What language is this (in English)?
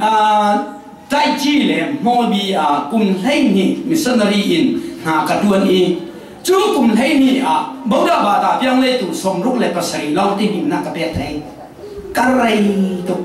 Falam Chin